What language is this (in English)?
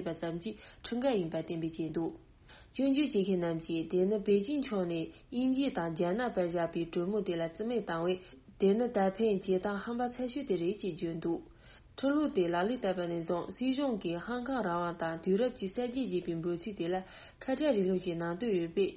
Tibetan